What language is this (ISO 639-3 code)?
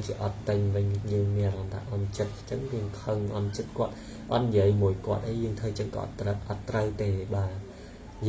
khm